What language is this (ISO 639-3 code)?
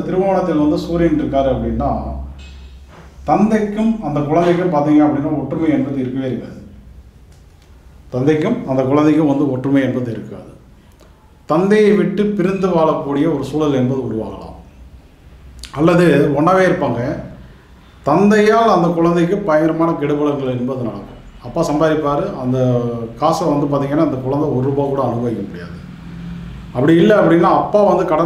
tam